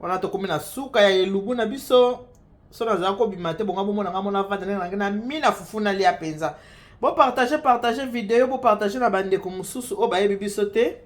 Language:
Lingala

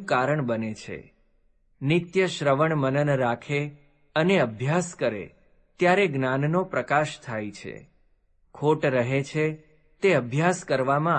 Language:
Gujarati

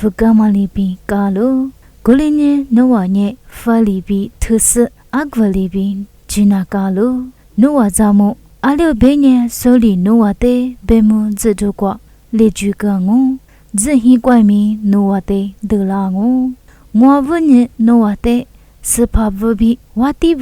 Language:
Lisu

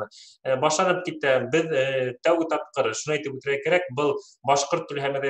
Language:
Bashkir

